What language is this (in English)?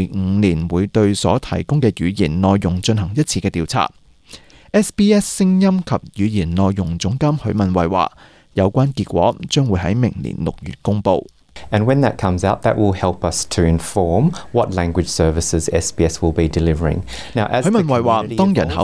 Cantonese